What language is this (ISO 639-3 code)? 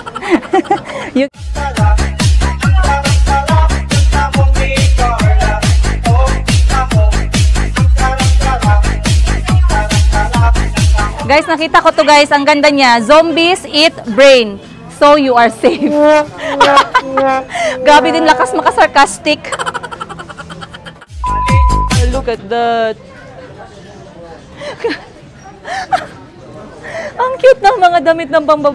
fil